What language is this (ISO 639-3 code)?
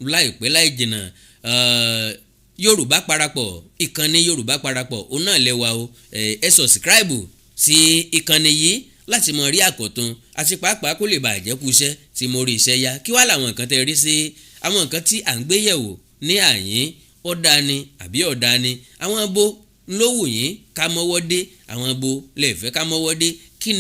yor